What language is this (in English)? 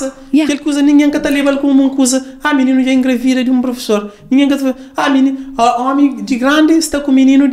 Kabuverdianu